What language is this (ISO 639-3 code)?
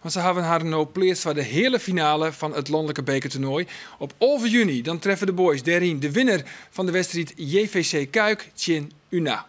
fry